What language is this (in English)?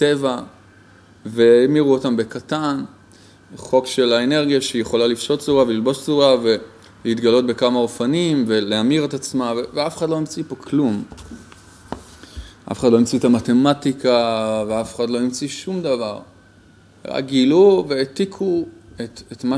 Hebrew